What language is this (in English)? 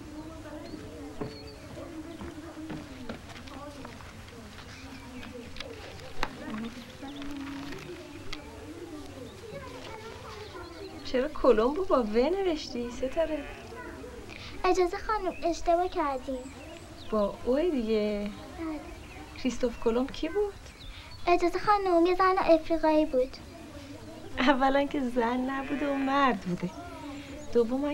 Persian